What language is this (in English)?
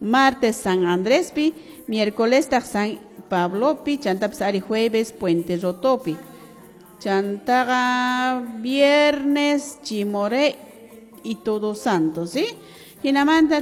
Quechua